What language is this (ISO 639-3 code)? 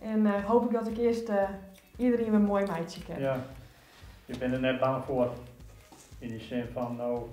fry